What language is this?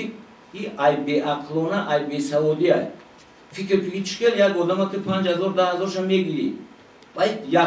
Tajik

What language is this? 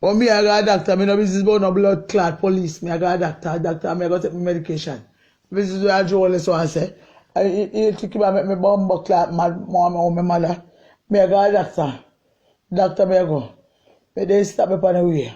Jamaican Creole English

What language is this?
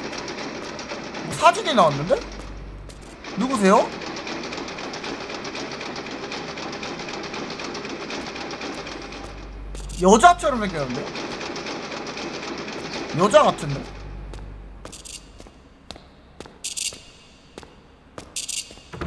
Korean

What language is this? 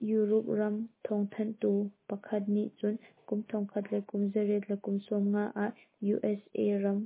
Hakha Chin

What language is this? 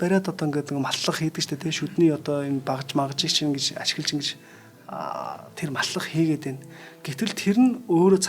Mongolian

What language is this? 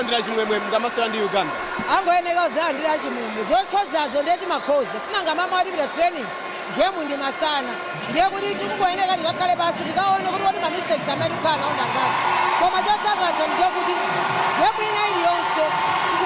Nyanja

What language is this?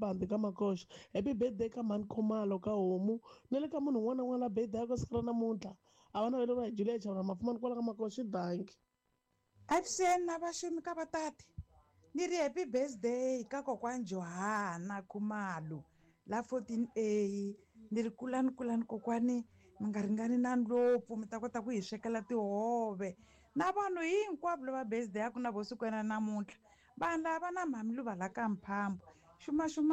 Tsonga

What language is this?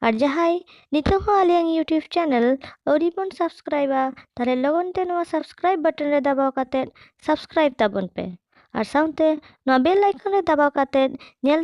Santali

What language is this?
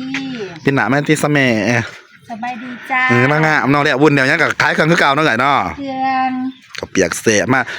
Northeastern Thai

